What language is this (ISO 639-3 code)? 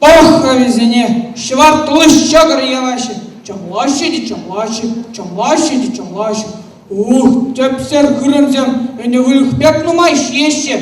chv